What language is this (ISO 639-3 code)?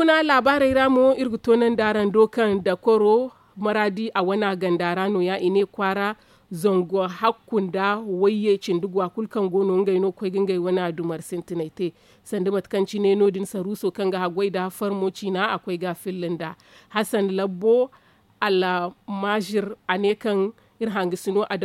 dje